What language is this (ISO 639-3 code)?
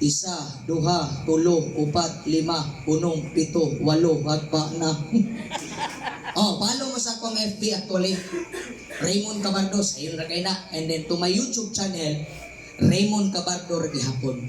ceb